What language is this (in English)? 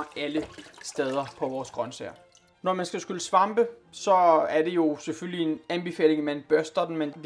Danish